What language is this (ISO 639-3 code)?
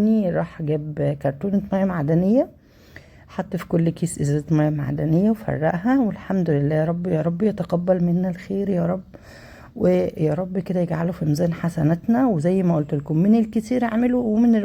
arz